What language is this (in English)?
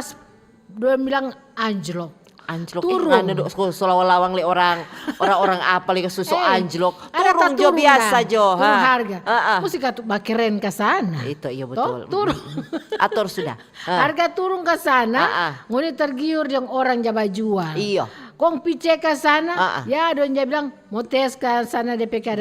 Manado Malay